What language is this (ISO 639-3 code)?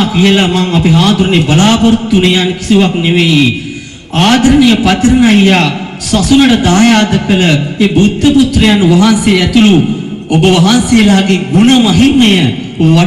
sin